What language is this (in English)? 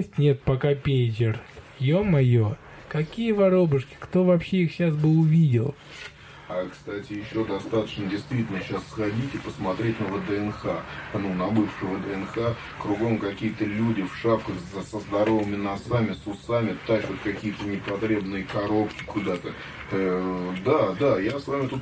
Russian